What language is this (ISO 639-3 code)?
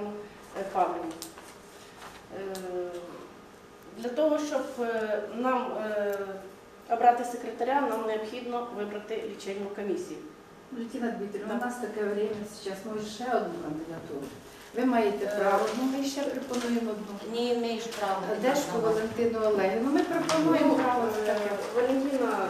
ukr